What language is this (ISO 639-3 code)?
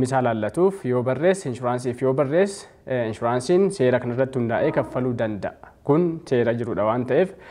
orm